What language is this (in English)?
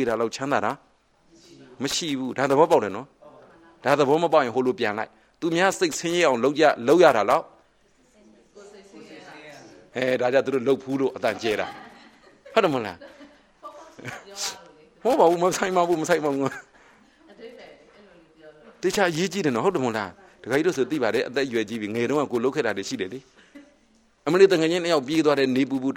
Burmese